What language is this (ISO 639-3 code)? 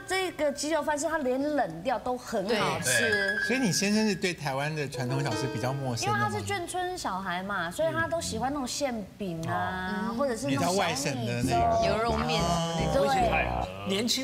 zho